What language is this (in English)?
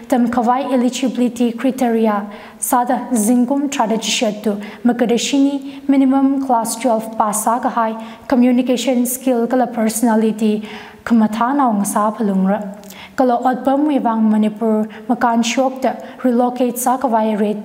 Tangkhul Naga (India)